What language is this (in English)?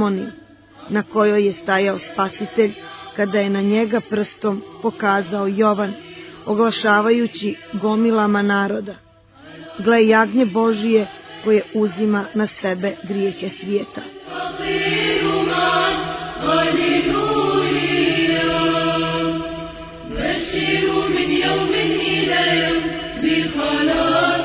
Serbian